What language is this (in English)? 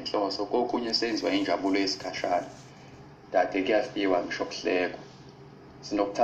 Zulu